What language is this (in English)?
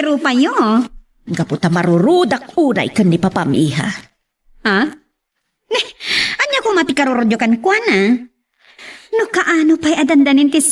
Iloko